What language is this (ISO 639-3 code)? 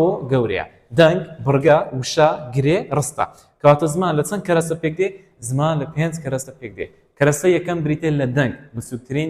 ckb